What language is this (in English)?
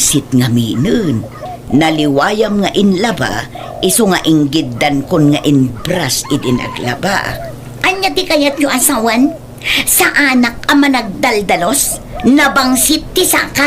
Iloko